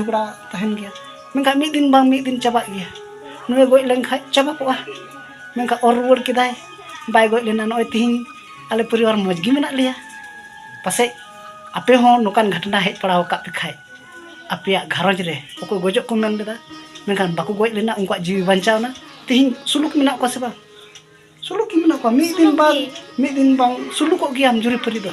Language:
Santali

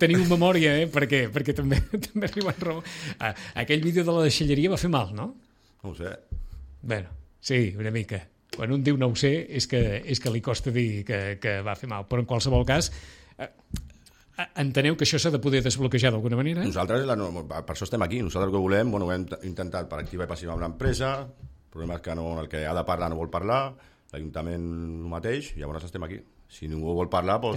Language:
Catalan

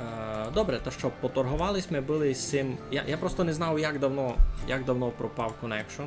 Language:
Rusyn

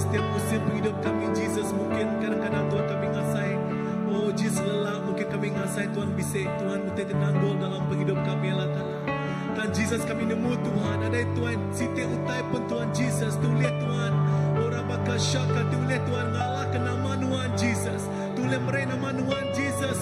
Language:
Iban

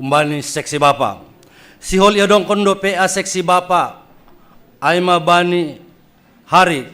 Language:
Batak Simalungun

